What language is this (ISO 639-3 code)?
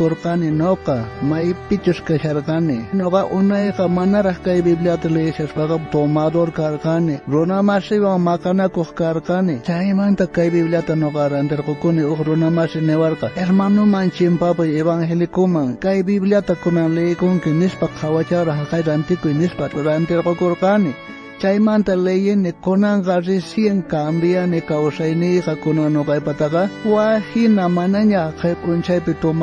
quh